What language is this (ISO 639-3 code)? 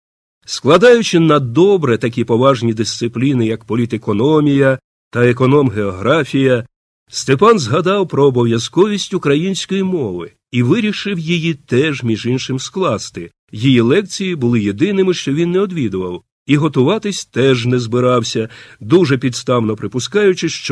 ukr